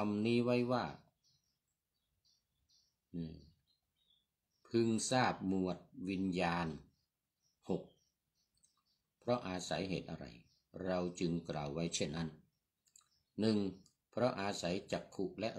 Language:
Thai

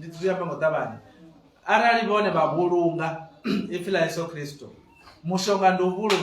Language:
Venda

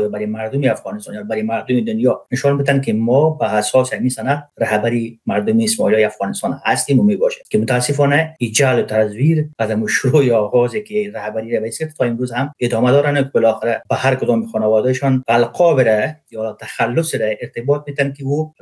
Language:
Persian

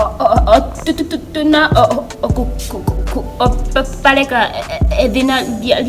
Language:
Ndonga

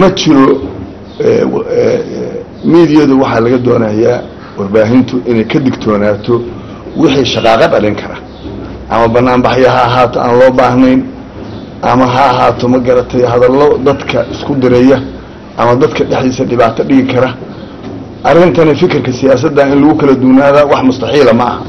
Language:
Somali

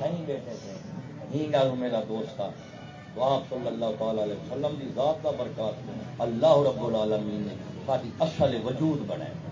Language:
Saraiki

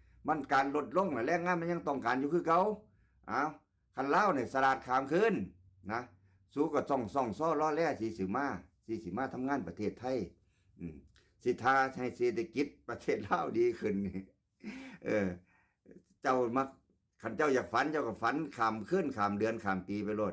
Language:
Northeastern Thai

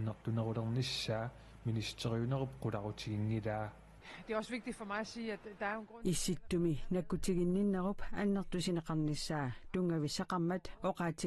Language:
Kalaallisut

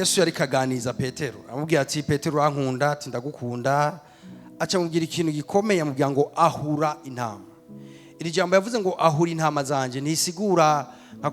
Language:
Rundi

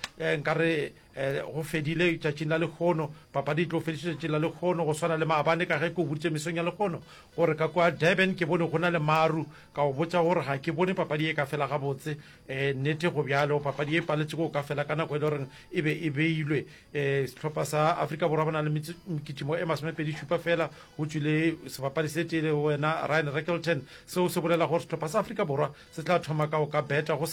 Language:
Northern Sotho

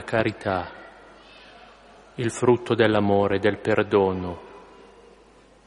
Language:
Italian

